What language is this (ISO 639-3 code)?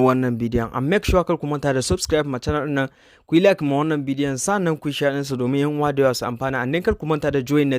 hau